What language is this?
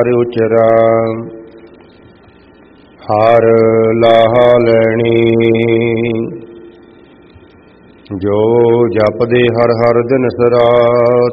Punjabi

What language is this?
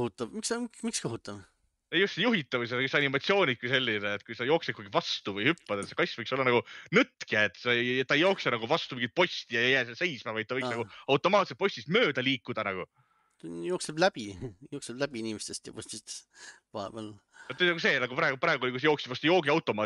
Estonian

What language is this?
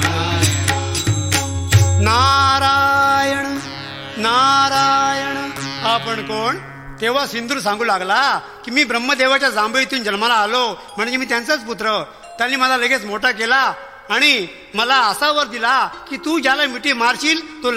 Marathi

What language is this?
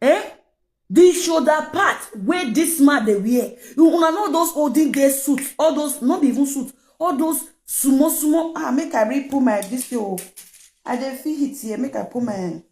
Nigerian Pidgin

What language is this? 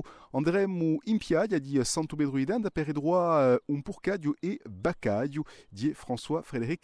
Corsican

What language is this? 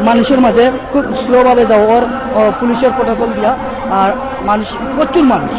Sylheti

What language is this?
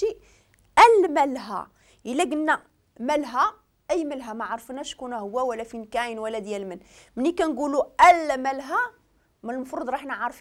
Moroccan Arabic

